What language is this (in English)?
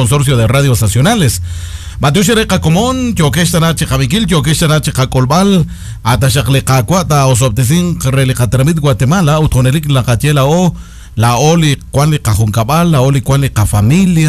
Kekchí